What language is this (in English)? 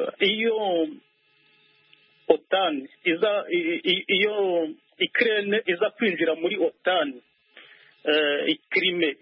Kinyarwanda